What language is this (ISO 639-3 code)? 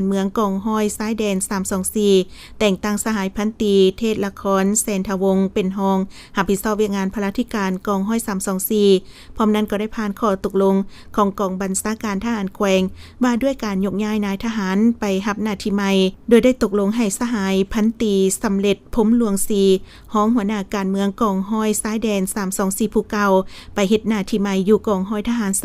lao